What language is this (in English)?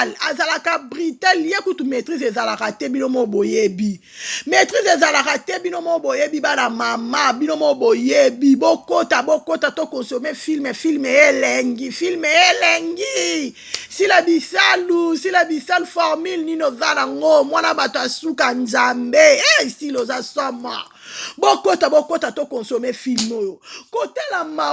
Lingala